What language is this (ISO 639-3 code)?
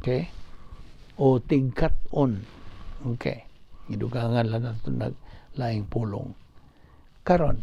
ceb